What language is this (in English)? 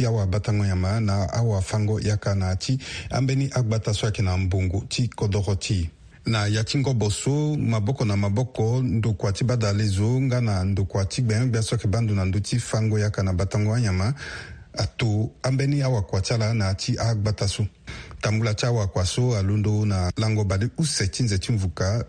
Sango